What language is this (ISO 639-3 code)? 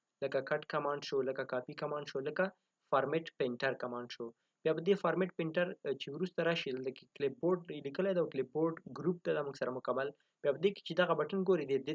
pus